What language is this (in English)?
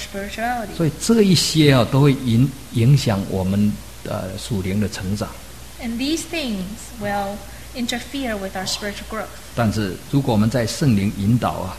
Chinese